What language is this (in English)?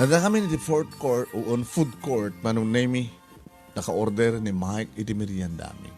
Iloko